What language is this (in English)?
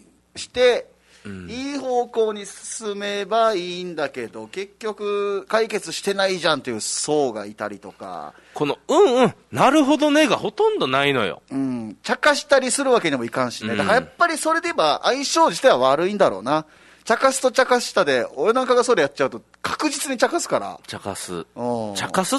Japanese